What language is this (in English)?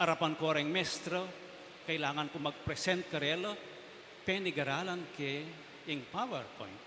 Pampanga